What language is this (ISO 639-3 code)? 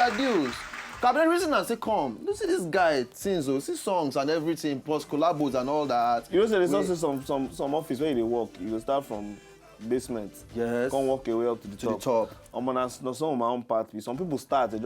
pcm